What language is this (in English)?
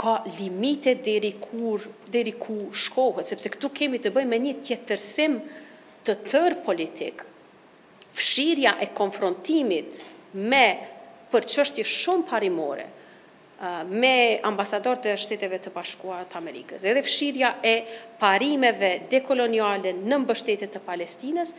Albanian